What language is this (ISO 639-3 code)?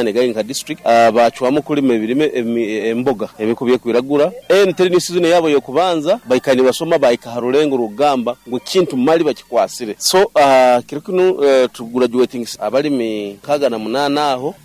nyo